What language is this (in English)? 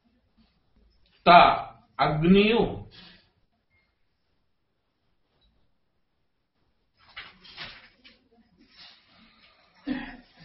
Kannada